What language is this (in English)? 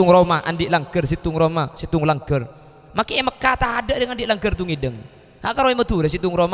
Madurese